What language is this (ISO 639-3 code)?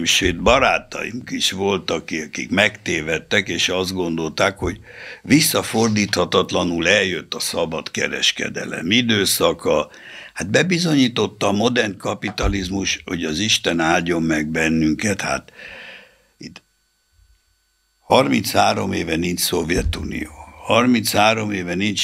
hun